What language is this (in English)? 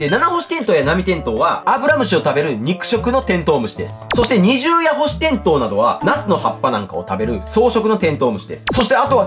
Japanese